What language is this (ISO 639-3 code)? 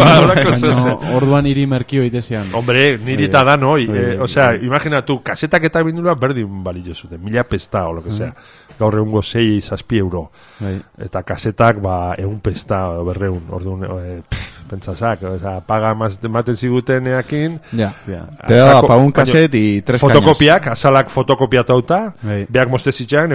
eus